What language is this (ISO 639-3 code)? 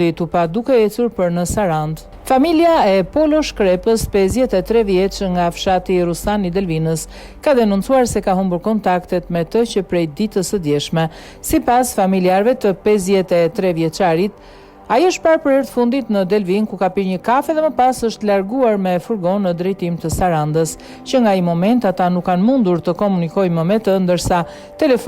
sqi